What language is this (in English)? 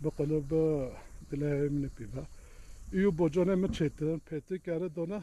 Kurdish